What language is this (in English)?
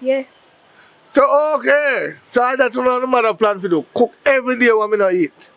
Jamaican Creole English